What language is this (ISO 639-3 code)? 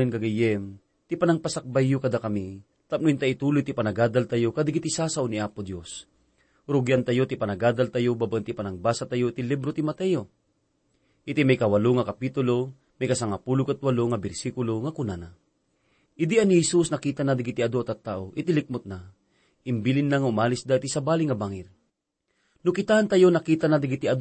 ilo